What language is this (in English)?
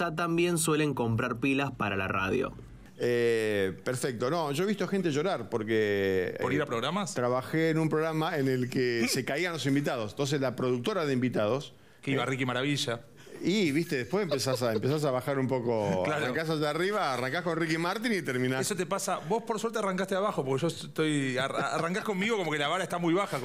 Spanish